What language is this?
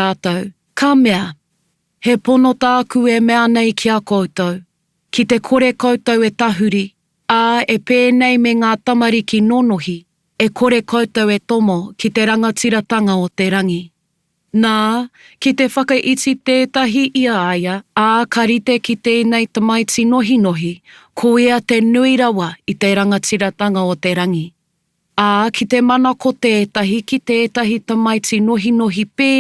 Māori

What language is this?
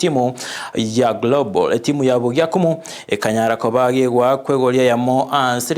Gusii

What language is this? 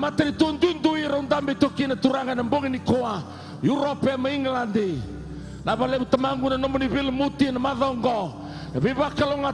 Fijian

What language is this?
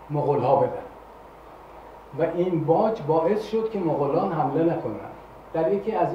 Persian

